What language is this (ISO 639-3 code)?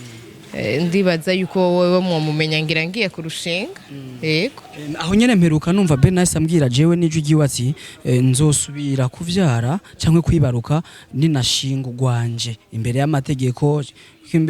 run